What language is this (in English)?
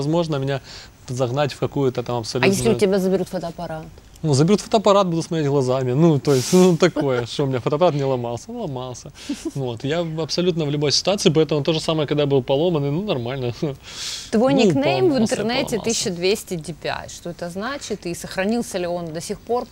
Russian